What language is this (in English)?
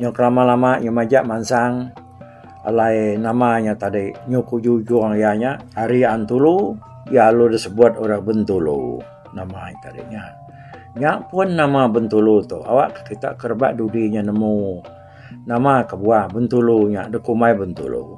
Iban